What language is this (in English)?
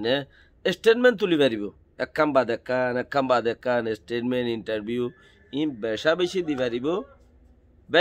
Rohingya